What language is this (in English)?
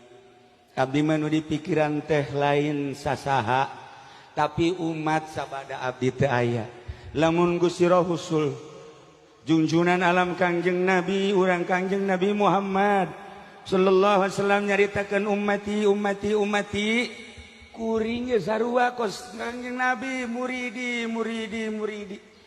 Sundanese